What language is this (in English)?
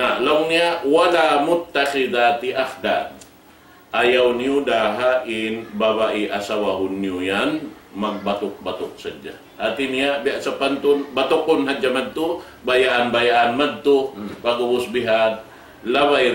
Tausug